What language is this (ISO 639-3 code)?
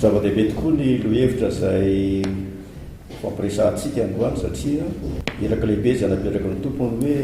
mlg